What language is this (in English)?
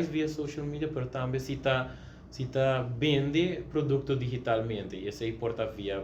Papiamento